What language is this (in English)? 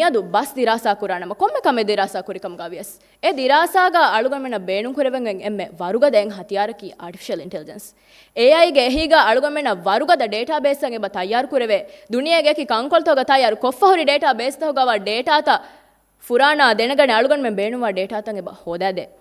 Divehi